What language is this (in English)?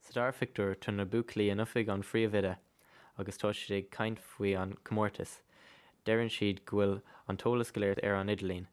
Irish